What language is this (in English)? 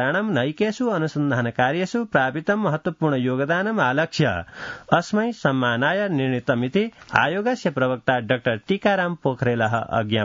Sanskrit